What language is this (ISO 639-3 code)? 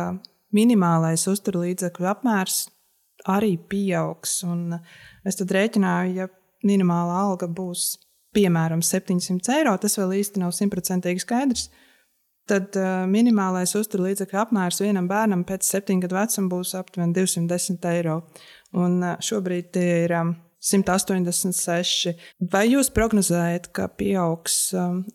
lav